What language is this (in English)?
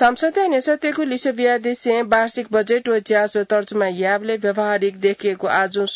Newari